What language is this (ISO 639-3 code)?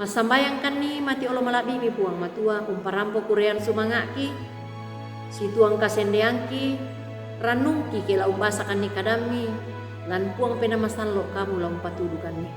sda